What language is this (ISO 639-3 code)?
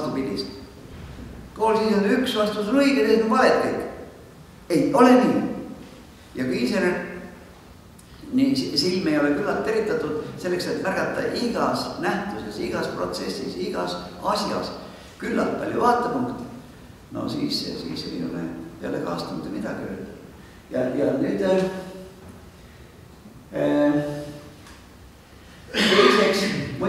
est